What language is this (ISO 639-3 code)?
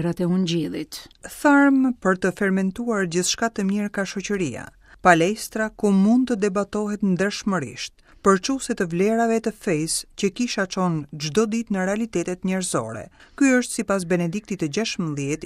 sqi